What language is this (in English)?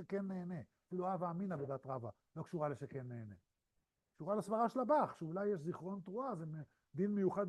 Hebrew